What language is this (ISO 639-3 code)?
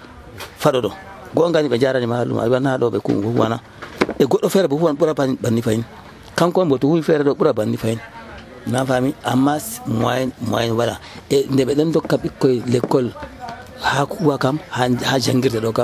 fuv